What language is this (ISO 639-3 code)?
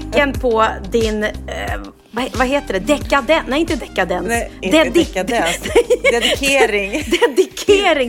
swe